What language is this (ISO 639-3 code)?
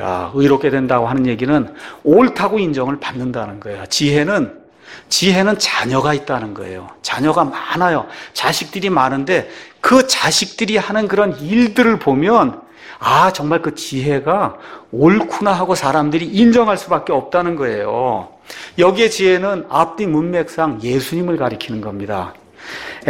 kor